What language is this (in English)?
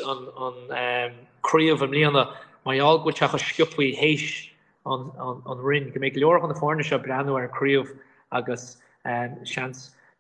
Irish